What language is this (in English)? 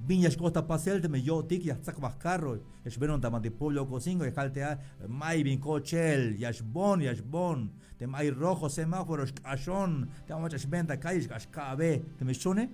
Tzeltal